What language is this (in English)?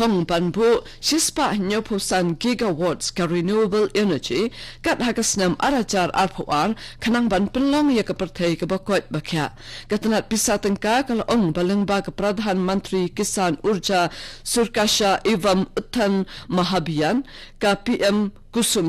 Khasi